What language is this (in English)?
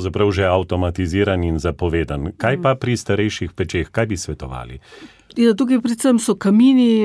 Slovenian